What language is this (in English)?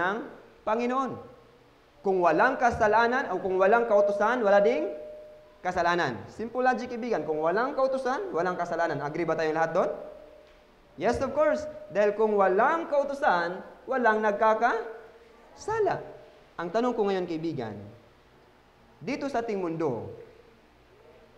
Filipino